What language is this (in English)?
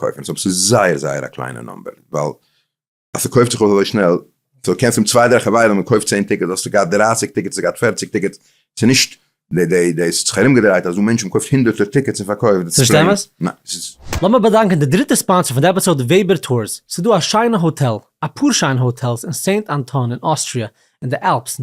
Yiddish